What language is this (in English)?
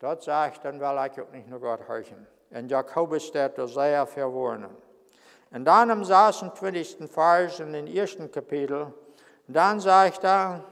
Plautdietsch